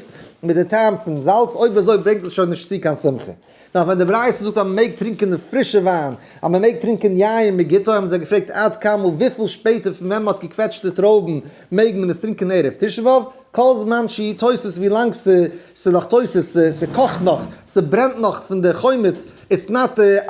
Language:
Yiddish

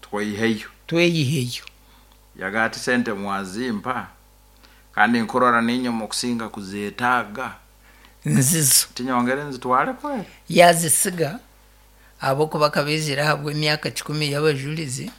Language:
Nyankole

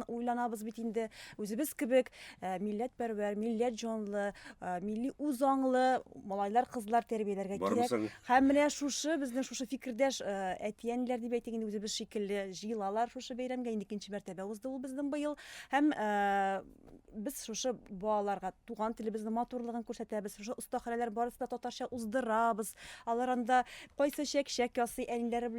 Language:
Tatar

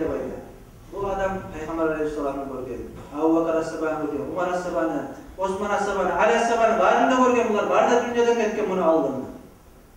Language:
Kumyk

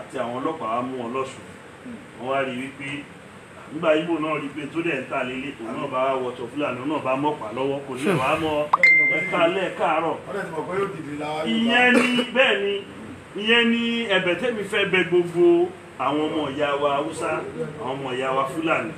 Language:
Yoruba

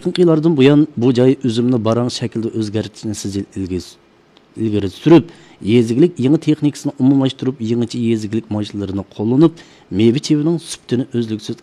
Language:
Uyghur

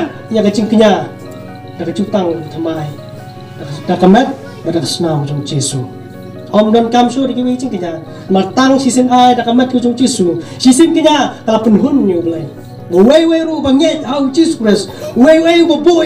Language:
Khasi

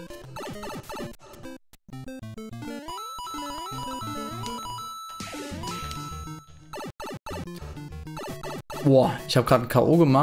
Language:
German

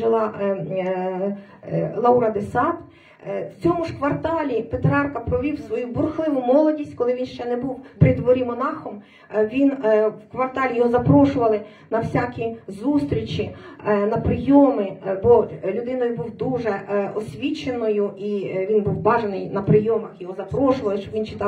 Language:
Ukrainian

